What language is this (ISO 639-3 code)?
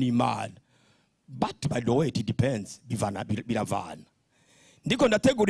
run